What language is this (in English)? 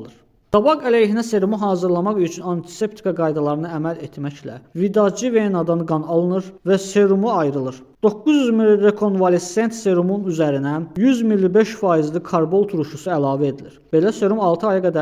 Azerbaijani